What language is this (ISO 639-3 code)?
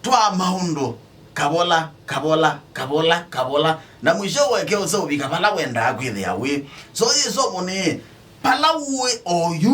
kam